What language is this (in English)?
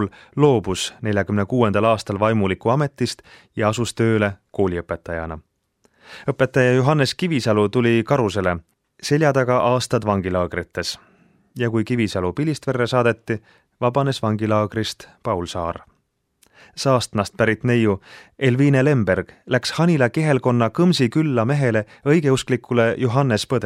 Estonian